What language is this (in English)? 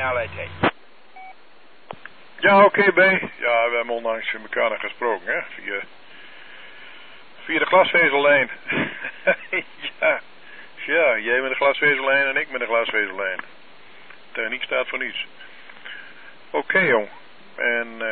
Dutch